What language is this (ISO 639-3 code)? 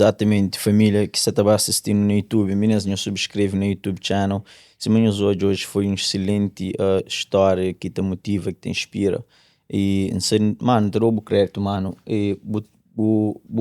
kea